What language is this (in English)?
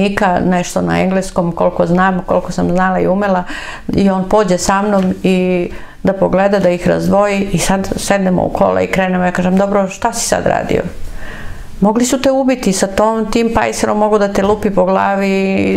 Serbian